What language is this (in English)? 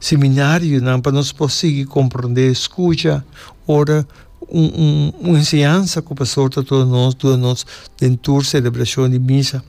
Papiamento